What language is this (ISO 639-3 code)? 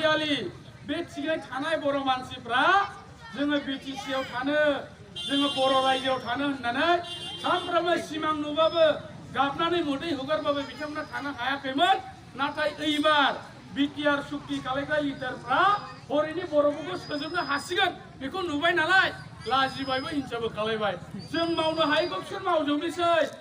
brx